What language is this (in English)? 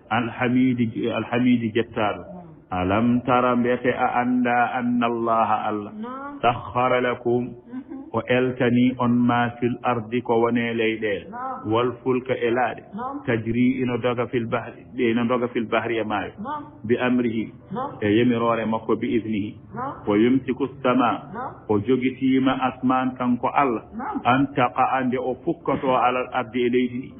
Fula